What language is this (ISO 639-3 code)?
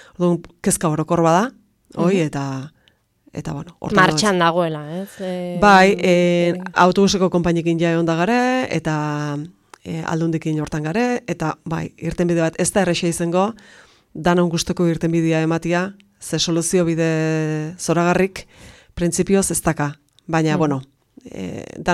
eus